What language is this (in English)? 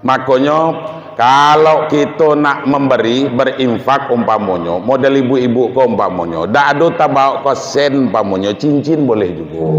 Minangkabau